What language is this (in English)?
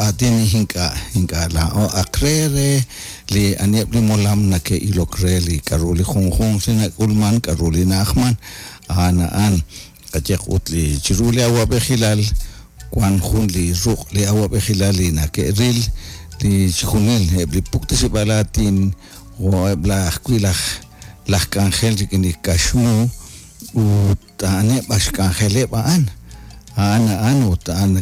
Kekchí